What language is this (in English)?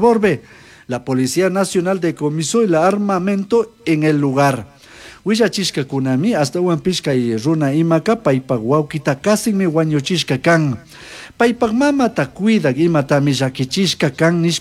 Chimborazo Highland Quichua